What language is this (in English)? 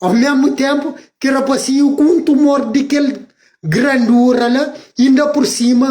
Kabuverdianu